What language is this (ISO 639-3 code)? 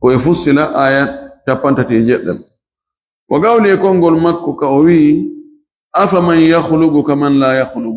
ful